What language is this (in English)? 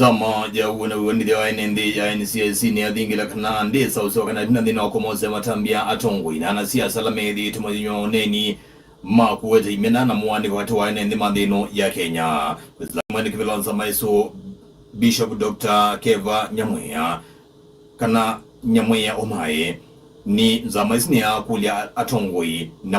Kamba